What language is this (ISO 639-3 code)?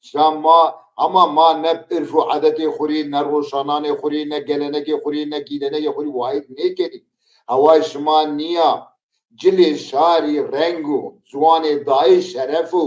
zza